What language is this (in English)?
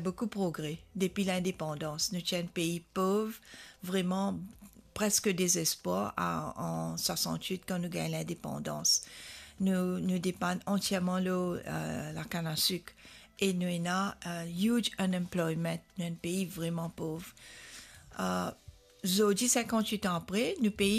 Morisyen